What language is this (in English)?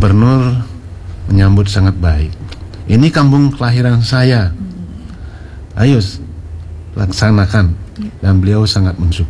Indonesian